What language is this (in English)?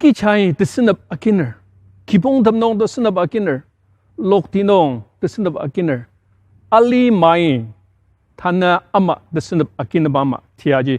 Ao Naga